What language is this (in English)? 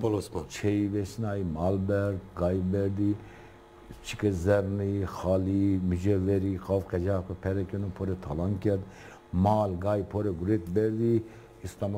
Zaza